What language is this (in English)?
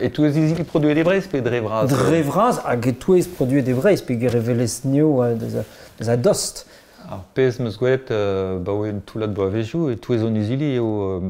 Breton